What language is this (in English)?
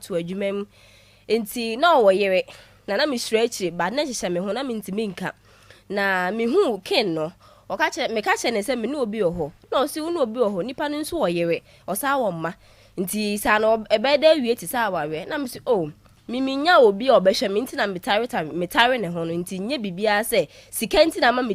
Akan